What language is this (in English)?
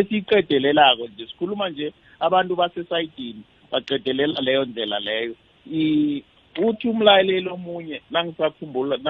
South Ndebele